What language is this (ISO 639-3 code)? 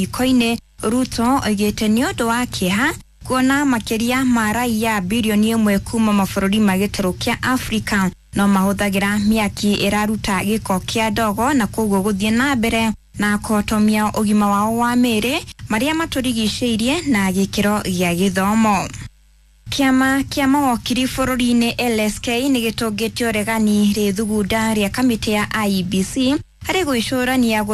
kik